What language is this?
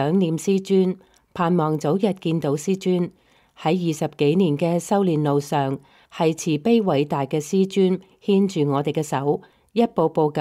Cantonese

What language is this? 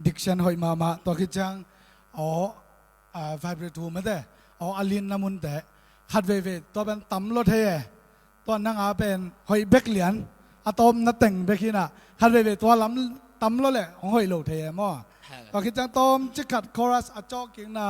Tedim Chin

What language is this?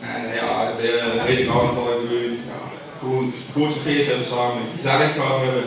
Limburgish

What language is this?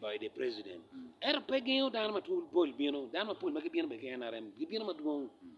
Acoli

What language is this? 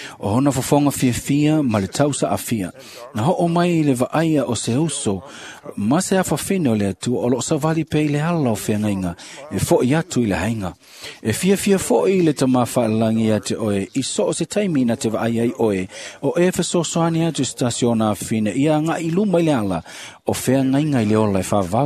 Samoan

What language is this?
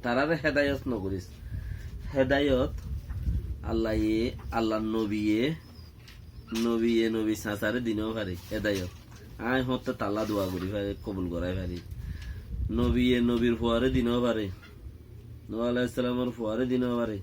Rohingya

